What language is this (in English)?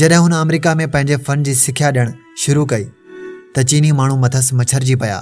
Sindhi